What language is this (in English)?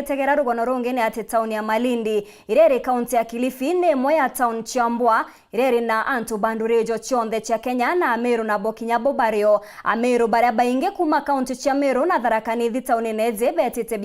Meru